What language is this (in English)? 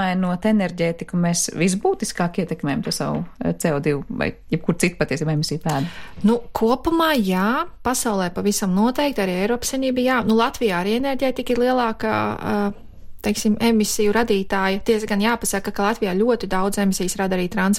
Latvian